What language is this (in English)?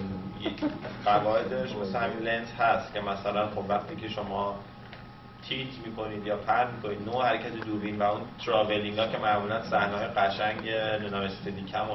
Persian